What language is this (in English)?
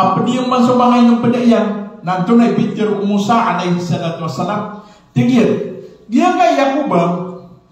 Maranao